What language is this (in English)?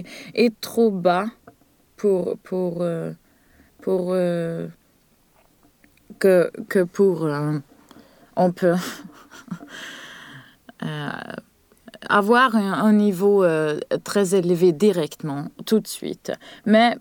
French